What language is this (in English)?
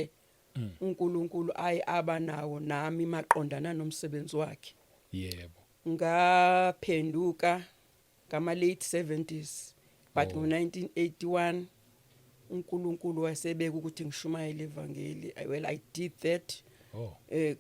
Zulu